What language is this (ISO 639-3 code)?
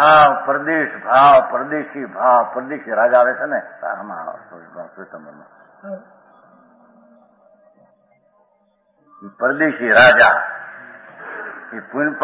guj